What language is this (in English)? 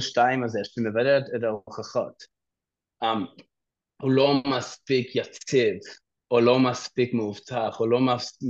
Hebrew